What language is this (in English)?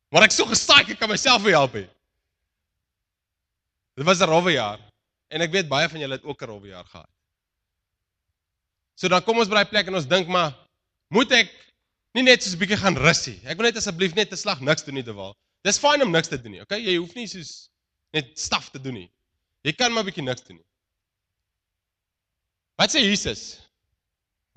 Afrikaans